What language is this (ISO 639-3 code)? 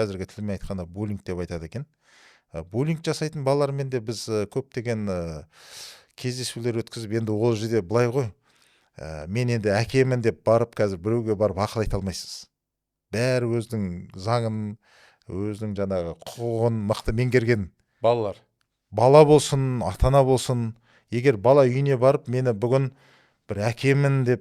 kaz